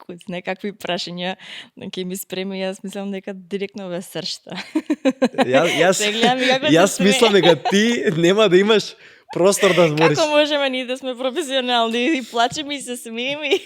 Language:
Macedonian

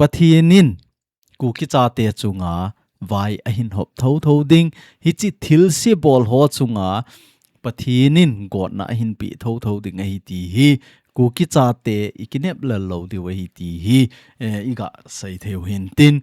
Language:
Thado Chin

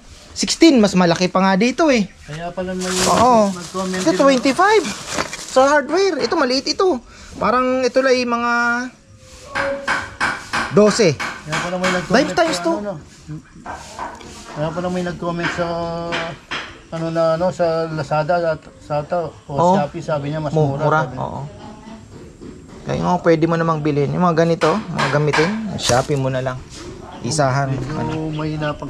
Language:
Filipino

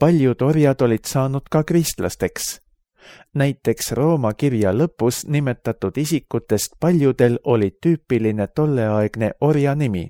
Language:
Estonian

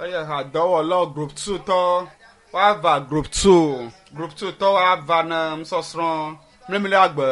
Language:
Ewe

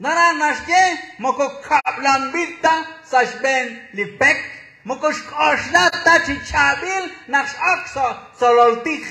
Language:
Kekchí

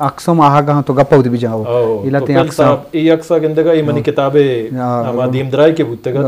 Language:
Eastern Balochi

